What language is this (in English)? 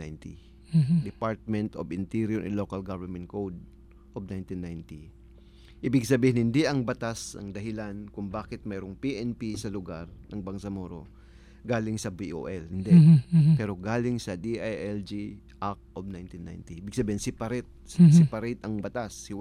Filipino